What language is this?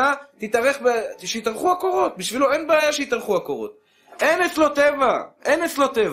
Hebrew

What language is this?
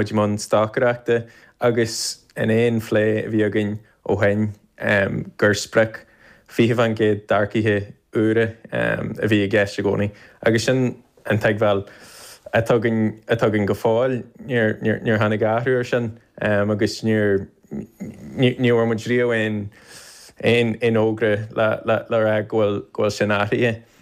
Irish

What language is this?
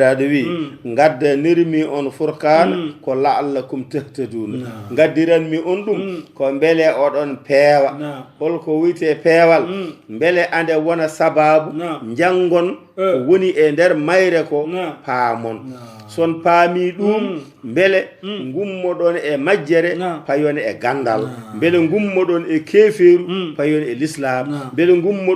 Fula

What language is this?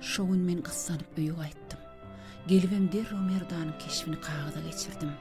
Turkmen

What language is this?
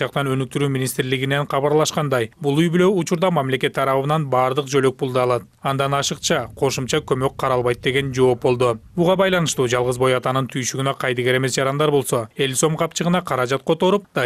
Kyrgyz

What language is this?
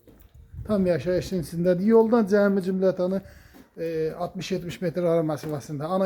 Azerbaijani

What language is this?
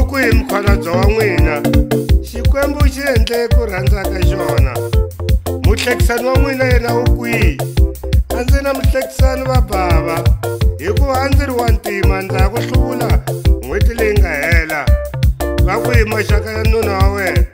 Tsonga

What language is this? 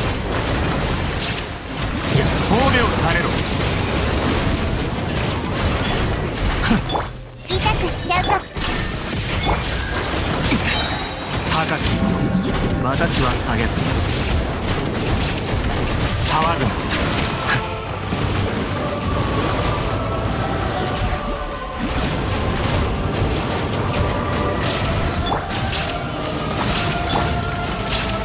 Japanese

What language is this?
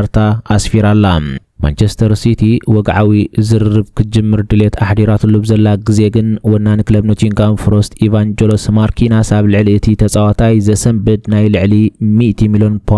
Tigrinya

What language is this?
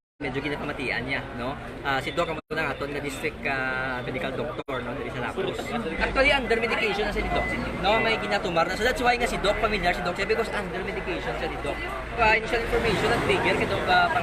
Hiligaynon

